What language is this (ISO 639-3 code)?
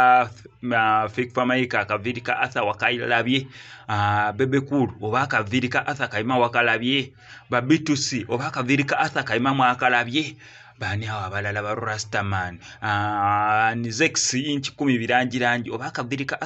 lug